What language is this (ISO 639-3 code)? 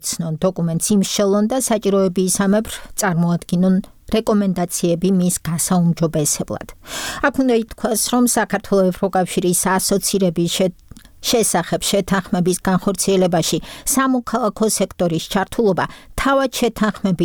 kat